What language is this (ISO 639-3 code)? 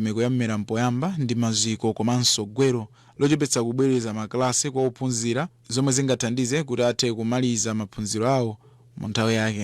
nya